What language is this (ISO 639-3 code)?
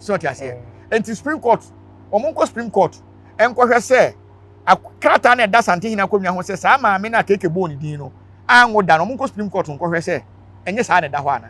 aka